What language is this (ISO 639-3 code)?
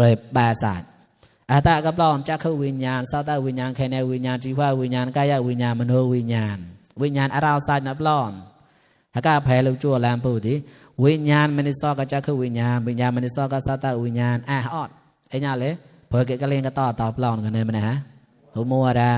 mnw